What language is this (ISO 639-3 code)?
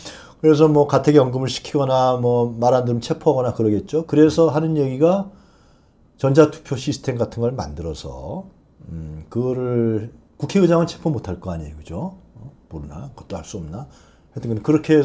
kor